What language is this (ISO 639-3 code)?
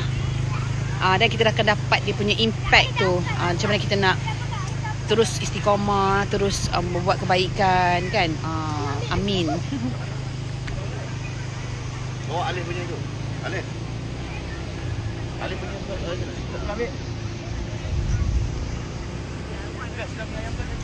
msa